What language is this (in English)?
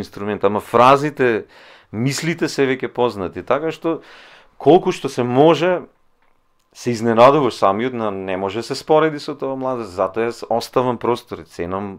Macedonian